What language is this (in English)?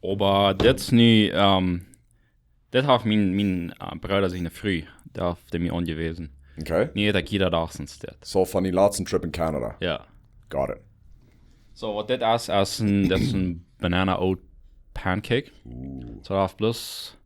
Plautdietsch